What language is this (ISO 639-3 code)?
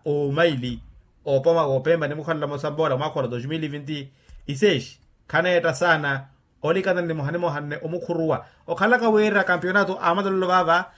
vmw